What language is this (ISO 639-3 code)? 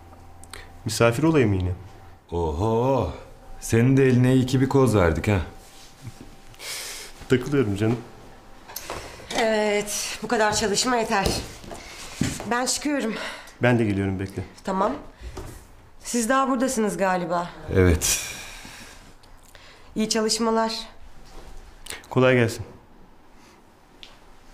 tur